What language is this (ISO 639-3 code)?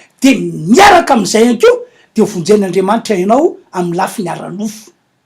mlg